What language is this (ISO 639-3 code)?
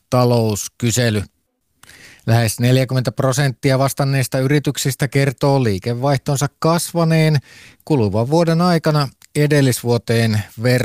fin